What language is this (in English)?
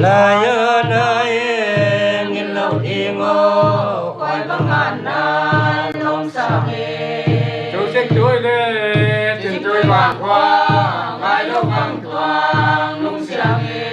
Paite Chin